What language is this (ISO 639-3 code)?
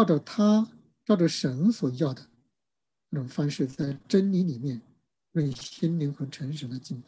zho